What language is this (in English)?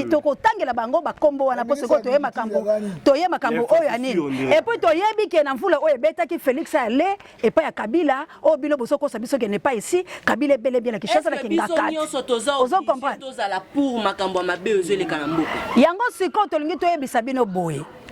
Lingala